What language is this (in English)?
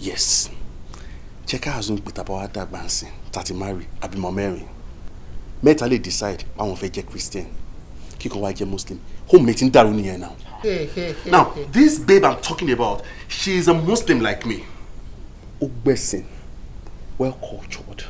Yoruba